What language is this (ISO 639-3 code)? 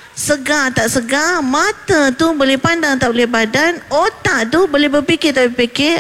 msa